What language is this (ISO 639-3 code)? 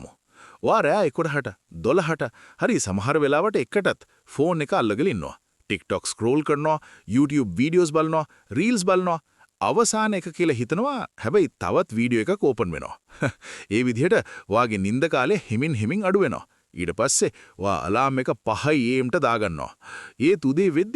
sin